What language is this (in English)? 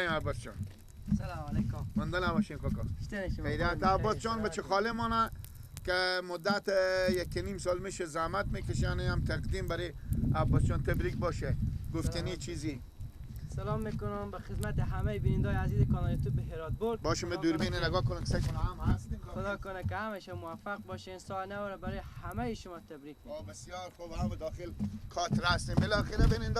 Persian